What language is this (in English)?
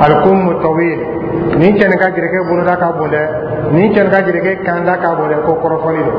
Dyula